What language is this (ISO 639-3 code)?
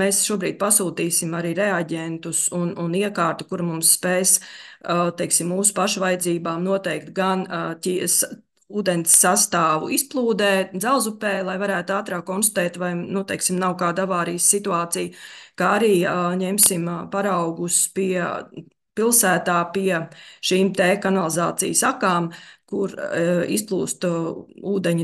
lav